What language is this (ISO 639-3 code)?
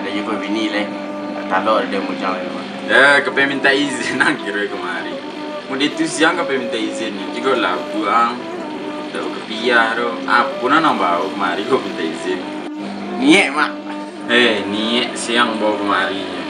min